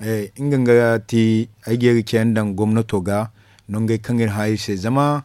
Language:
Zarma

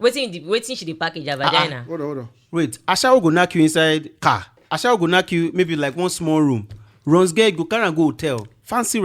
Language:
Nigerian Pidgin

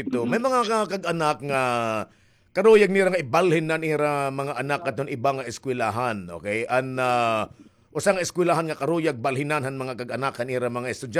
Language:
Waray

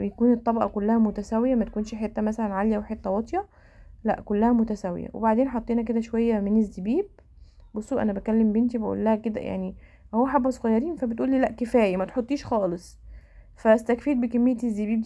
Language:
Egyptian Arabic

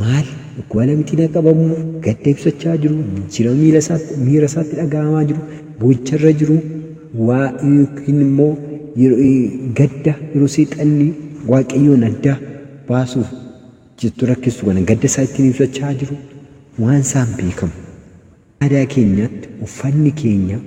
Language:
Oromo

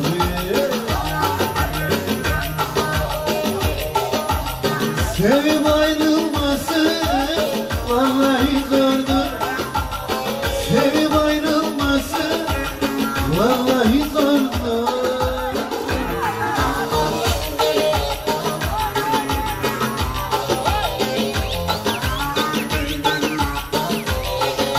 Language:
Turkish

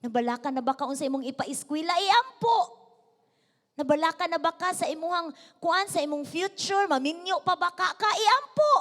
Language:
Cebuano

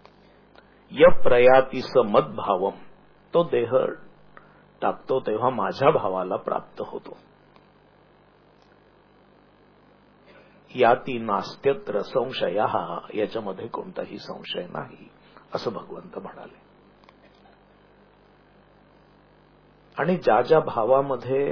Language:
Marathi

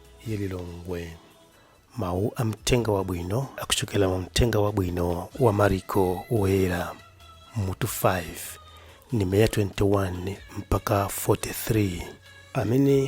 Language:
Nyanja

